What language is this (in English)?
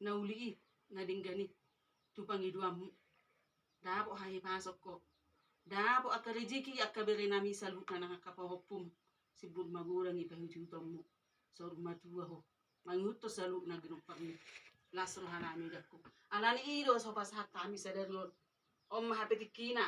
Batak Toba